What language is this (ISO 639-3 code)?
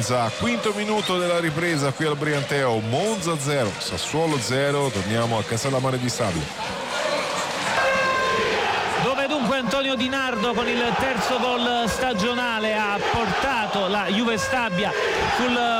ita